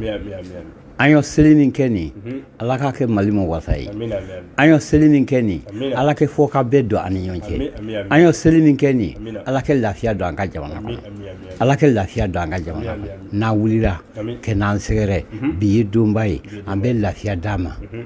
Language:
Bambara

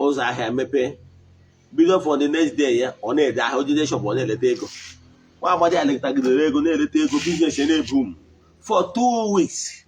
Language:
Igbo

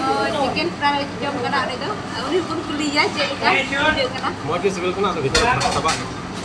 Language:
Santali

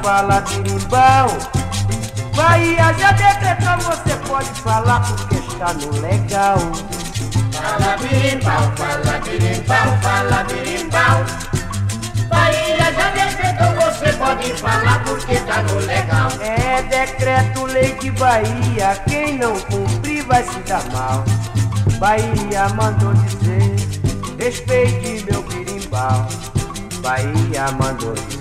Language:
Portuguese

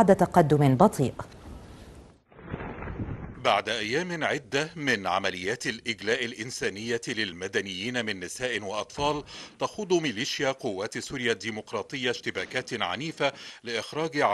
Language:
Arabic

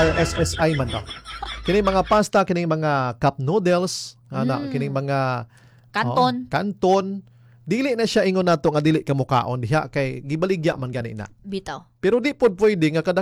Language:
Cebuano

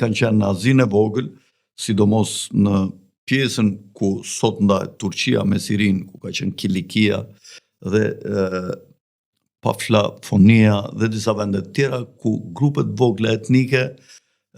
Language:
Albanian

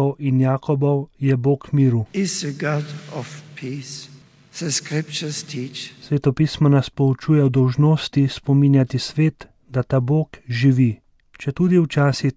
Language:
Slovenian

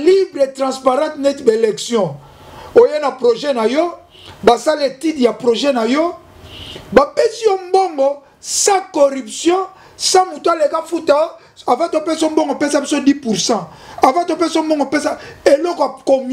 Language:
Lingala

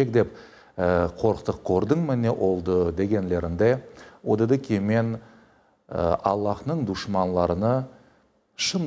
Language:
Crimean Tatar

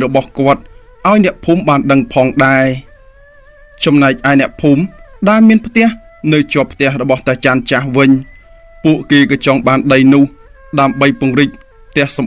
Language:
Khmer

